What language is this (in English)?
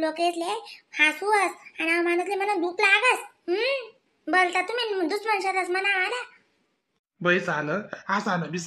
Khandesi